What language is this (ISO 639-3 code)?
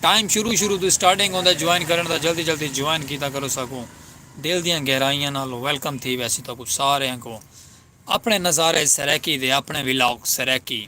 skr